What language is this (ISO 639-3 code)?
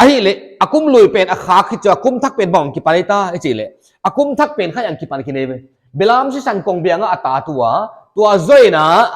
pck